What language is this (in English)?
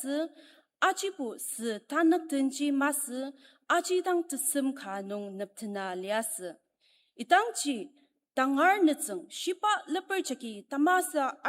Ao Naga